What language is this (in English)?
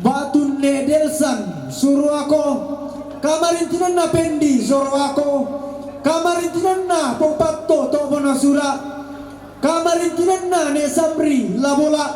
Toraja-Sa'dan